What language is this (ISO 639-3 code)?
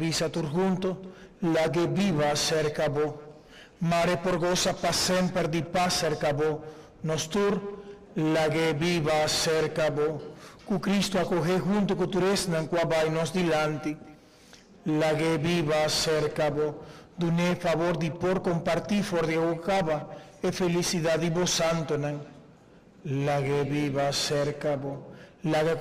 pap